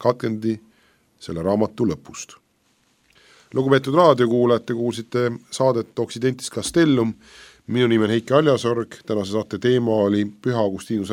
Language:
Estonian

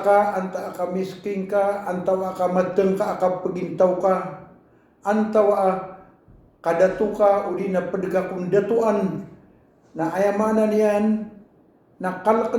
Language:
Maranao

